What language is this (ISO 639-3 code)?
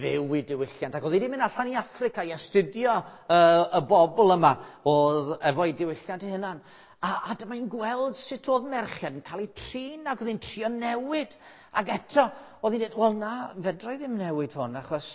cym